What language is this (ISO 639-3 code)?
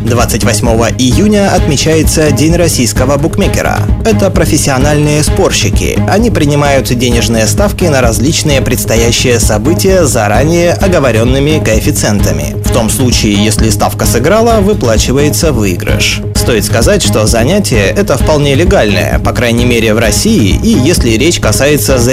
rus